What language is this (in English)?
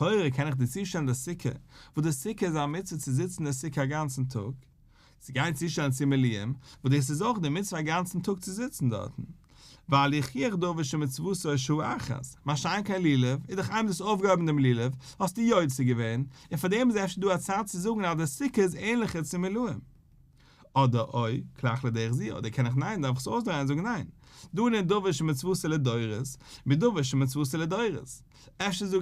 Yiddish